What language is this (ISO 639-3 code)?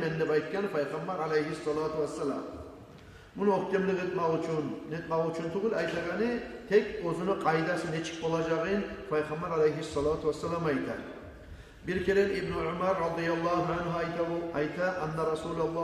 kum